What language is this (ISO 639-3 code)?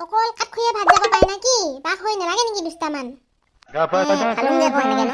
asm